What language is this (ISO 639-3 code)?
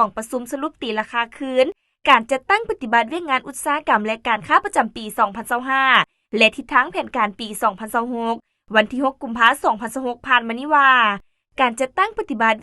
lao